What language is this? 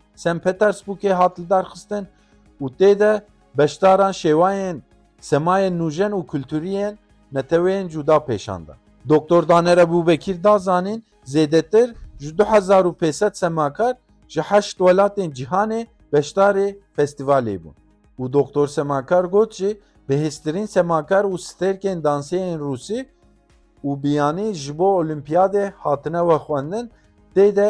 Kurdish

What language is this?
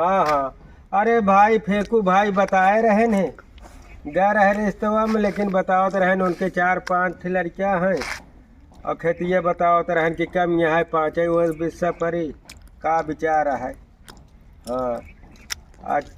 Awadhi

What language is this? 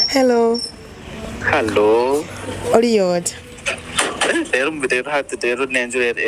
Nyoro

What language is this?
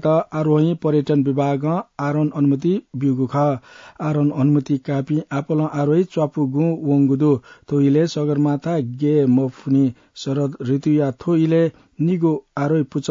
Newari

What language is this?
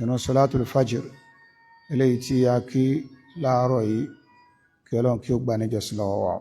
Yoruba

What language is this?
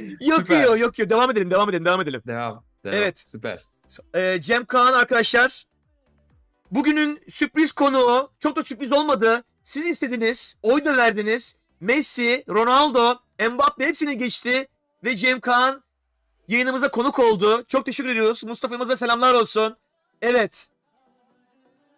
Turkish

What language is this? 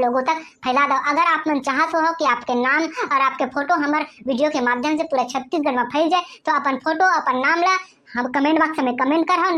Chhattisgarhi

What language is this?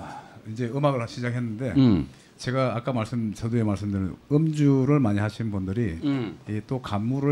Korean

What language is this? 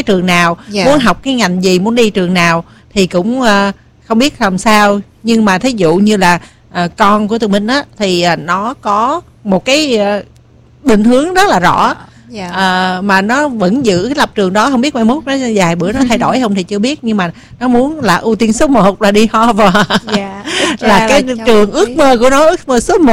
Vietnamese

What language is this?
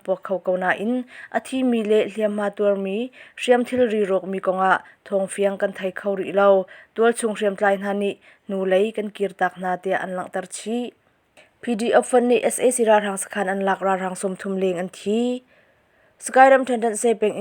Hakha Chin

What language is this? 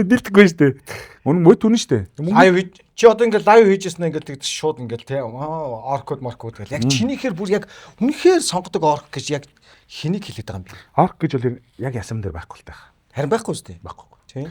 Mongolian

